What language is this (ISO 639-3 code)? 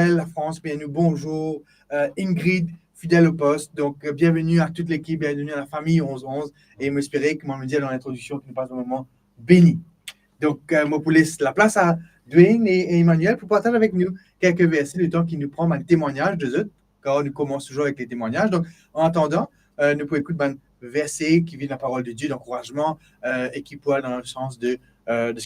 mfe